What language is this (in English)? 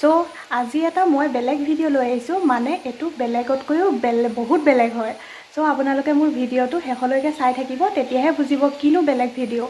Assamese